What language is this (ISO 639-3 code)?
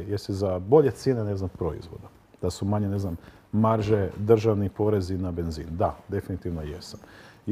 hrv